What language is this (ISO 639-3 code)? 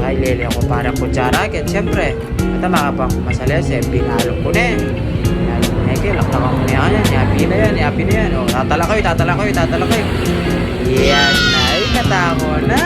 pam